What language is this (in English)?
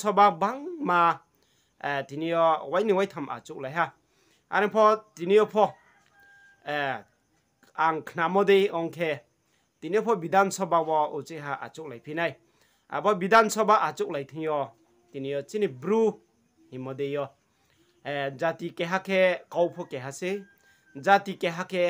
Riang (India)